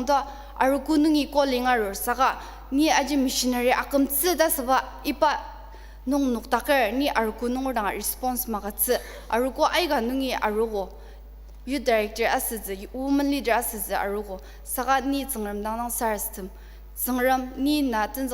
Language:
Ao Naga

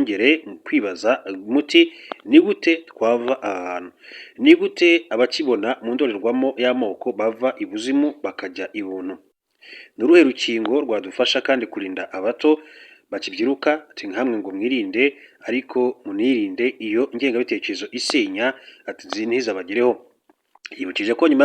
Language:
Kinyarwanda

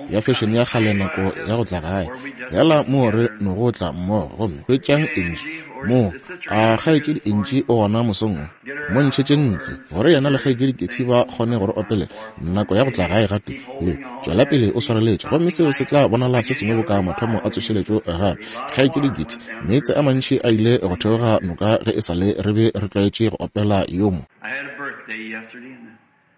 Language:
Northern Sotho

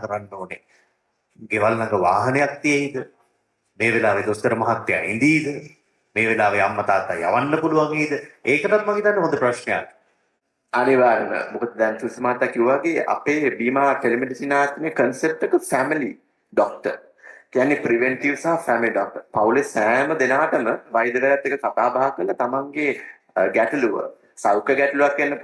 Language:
Sinhala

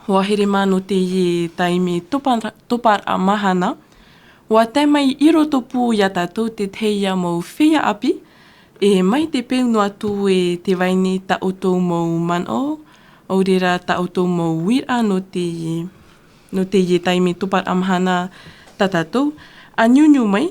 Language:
Tahitian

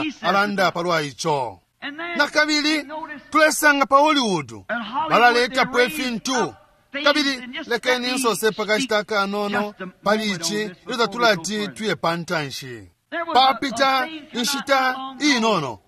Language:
Bemba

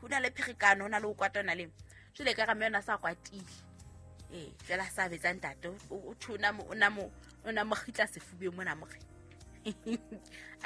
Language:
Southern Sotho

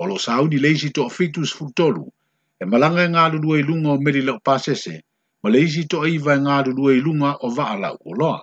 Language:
Samoan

